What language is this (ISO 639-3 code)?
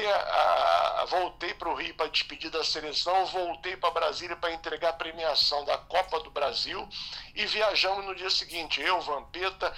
por